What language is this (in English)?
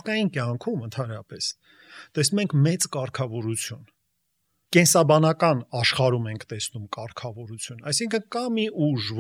Armenian